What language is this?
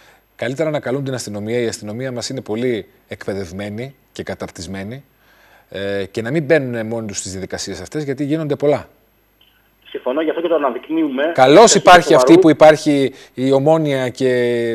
Greek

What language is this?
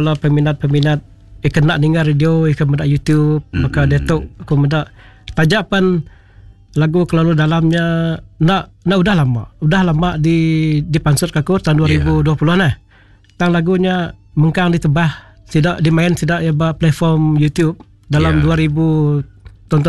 Iban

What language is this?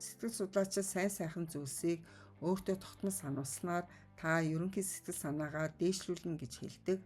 Mongolian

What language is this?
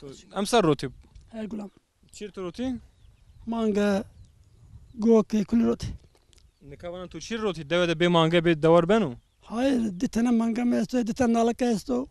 Zaza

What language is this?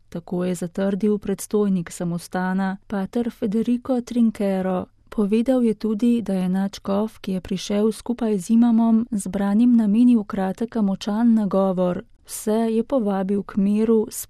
Slovenian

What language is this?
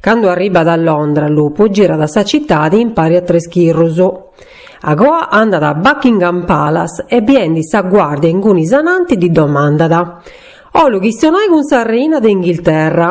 Sardinian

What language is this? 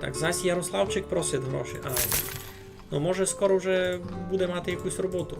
Rusyn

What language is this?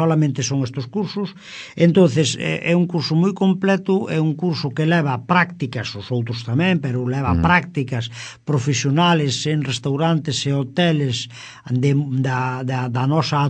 Galician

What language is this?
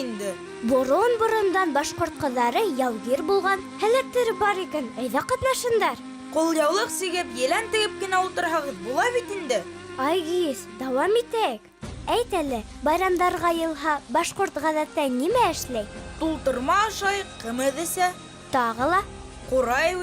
Bashkir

